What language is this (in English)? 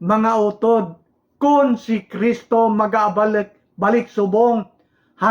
Hiligaynon